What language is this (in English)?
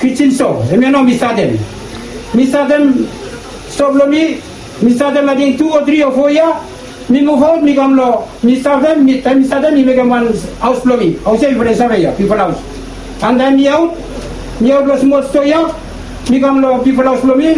Bislama